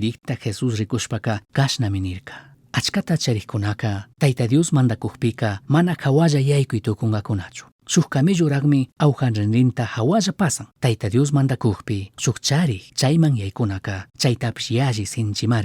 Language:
Chimborazo Highland Quichua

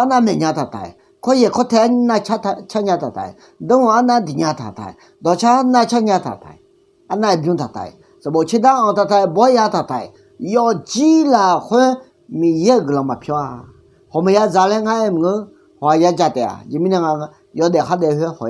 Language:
Akha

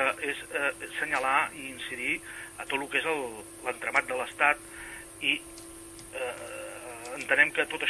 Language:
Catalan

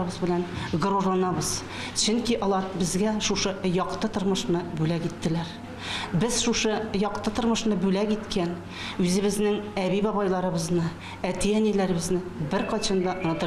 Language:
Tatar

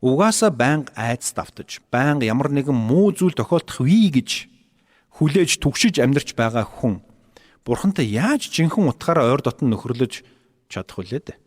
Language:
Mongolian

